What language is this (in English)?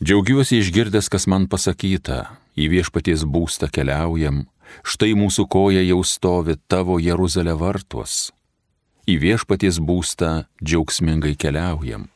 Lithuanian